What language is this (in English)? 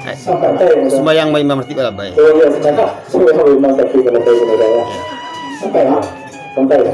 Minangkabau